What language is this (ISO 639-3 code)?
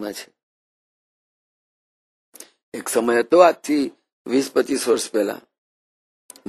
guj